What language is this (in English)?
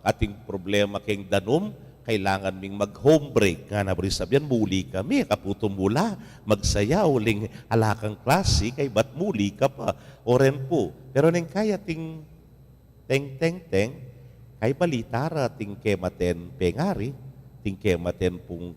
Pampanga